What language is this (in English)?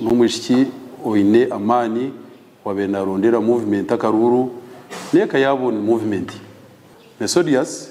Nyankole